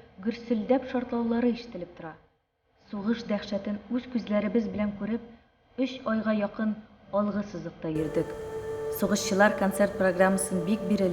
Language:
Tatar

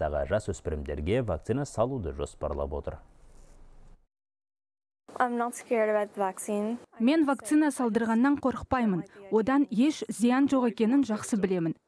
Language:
Kazakh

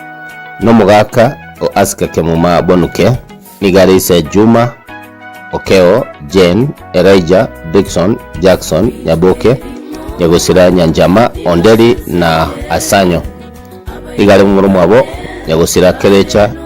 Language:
Gusii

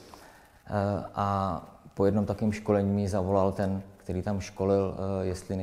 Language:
Czech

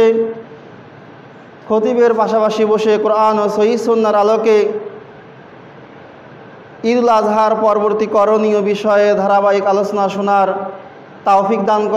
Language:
Bangla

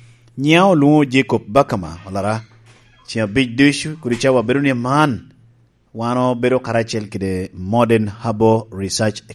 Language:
Lango (Uganda)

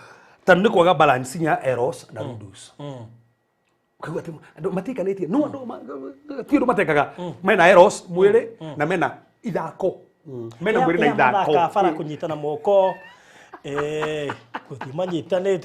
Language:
Kikuyu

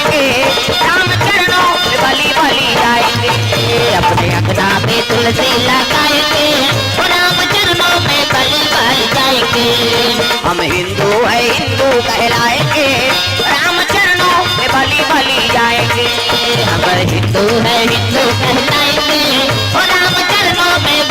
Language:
Chhattisgarhi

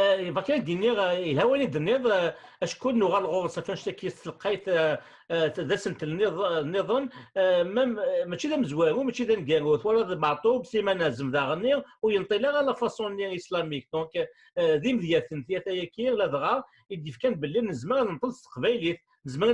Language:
Kabyle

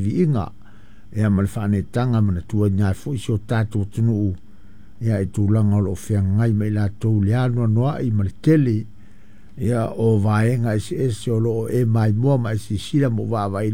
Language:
Samoan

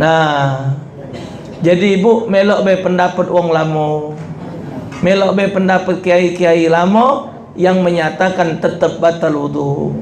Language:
Musi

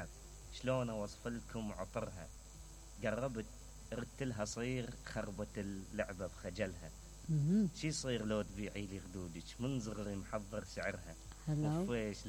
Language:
Mesopotamian Arabic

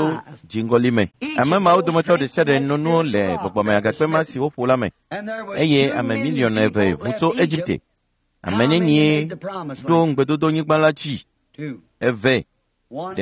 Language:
Ewe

